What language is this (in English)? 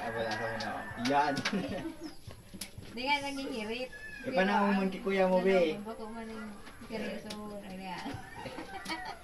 Bikol